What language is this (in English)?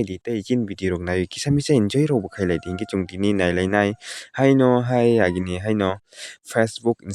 Kok Borok